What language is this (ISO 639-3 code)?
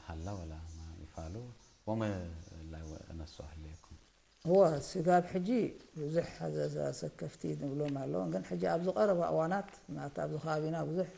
tig